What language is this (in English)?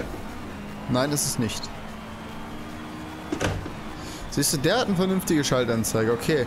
German